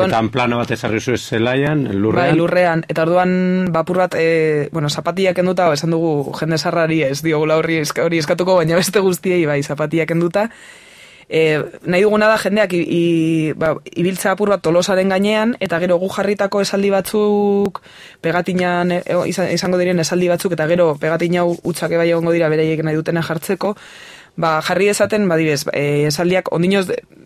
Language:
Basque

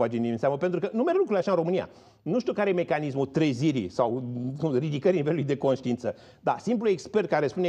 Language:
Romanian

